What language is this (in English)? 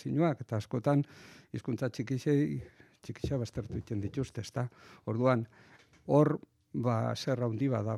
Basque